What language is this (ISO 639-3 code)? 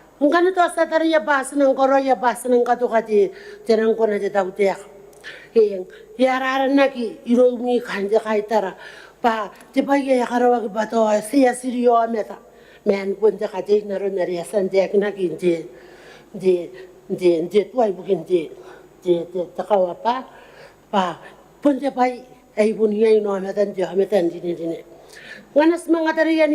gil